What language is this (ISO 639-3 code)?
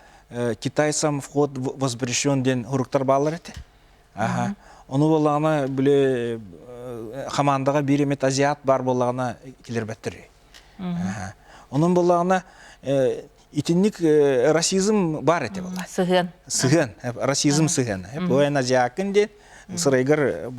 sah